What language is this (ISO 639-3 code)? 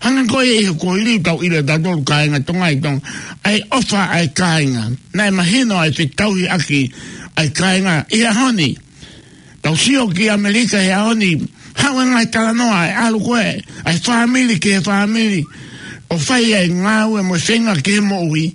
ton